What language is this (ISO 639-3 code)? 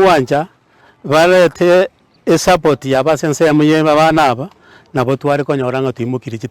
guz